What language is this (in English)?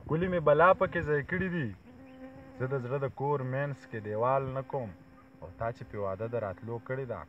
Pashto